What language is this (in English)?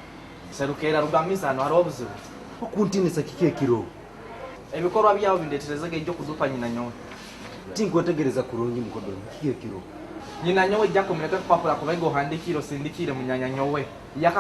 Nyoro